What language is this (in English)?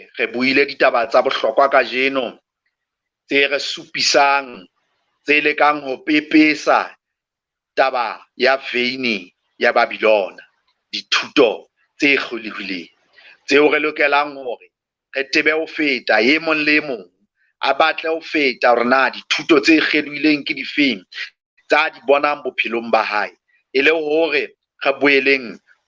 Southern Sotho